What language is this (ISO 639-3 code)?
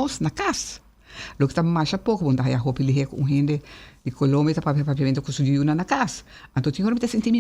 pap